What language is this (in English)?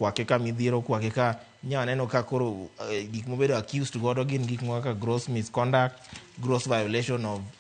Luo (Kenya and Tanzania)